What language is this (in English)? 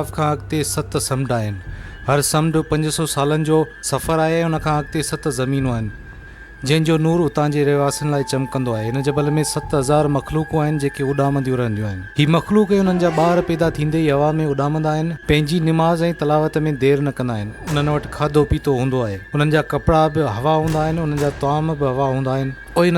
Sindhi